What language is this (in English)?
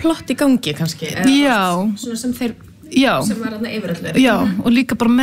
Icelandic